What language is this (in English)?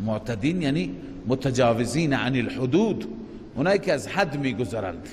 Persian